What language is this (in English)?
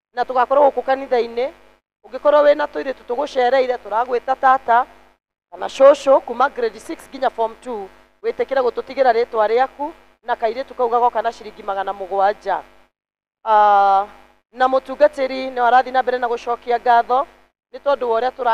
Kikuyu